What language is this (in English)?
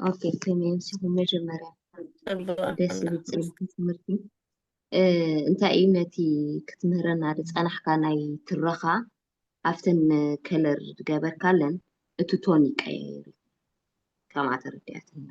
Tigrinya